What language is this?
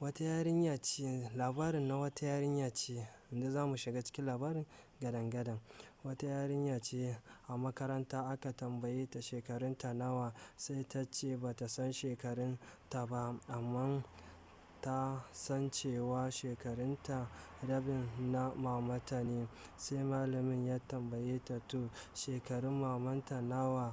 Hausa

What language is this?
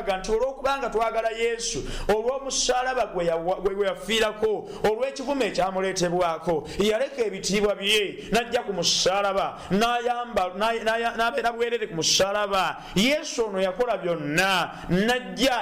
Ganda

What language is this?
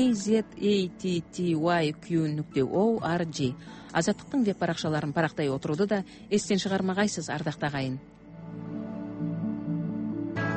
Kazakh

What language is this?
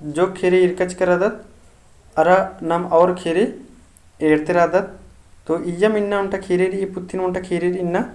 Kurukh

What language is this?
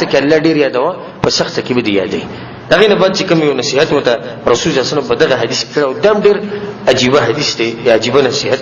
Pashto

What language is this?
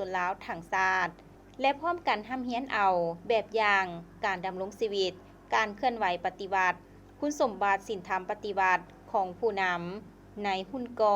Lao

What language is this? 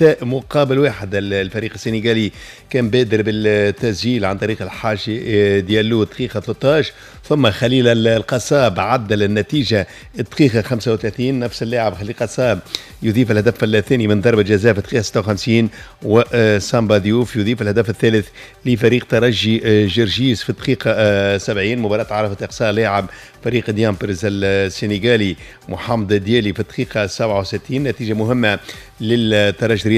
Tunisian Arabic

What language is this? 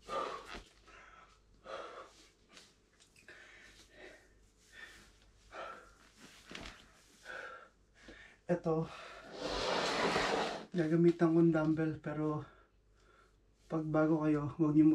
Filipino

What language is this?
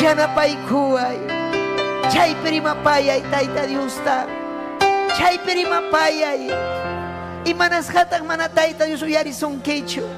Ayacucho Quechua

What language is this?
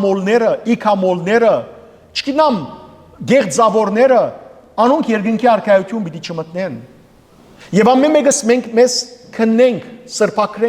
Western Armenian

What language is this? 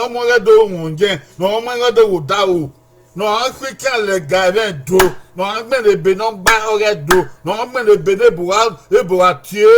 Bini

